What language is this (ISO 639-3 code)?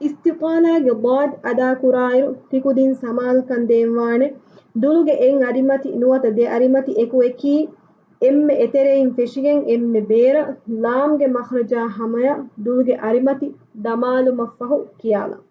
div